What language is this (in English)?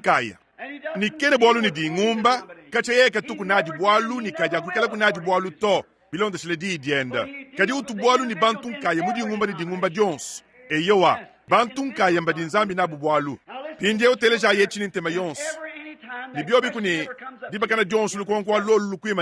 Luba-Lulua